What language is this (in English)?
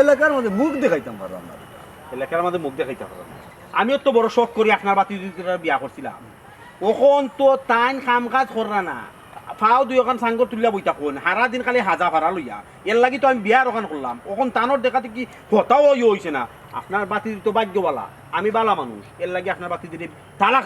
Sylheti